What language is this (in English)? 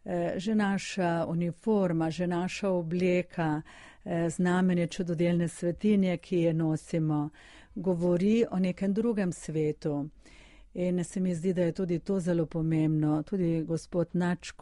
Slovenian